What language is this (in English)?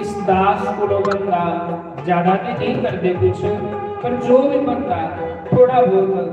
Dogri